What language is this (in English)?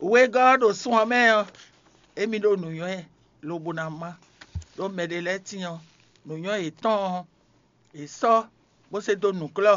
Fon